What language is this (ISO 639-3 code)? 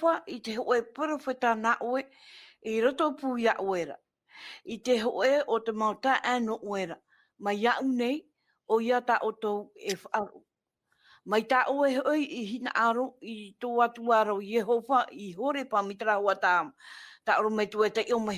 tah